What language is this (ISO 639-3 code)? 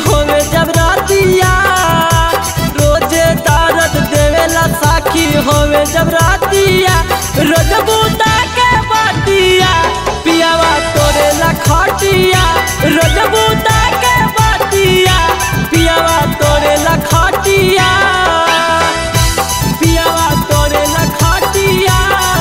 bho